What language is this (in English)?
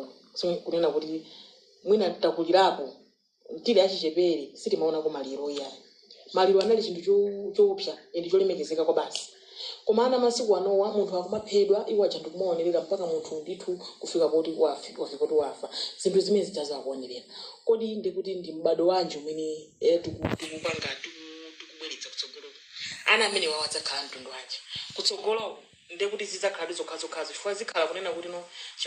Nyanja